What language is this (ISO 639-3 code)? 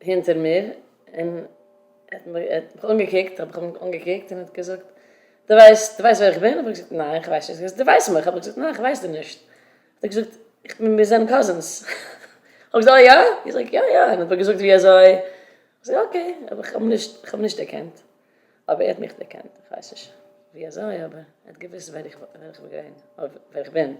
yid